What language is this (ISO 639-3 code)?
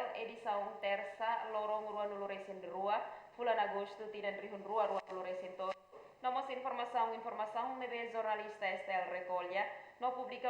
tet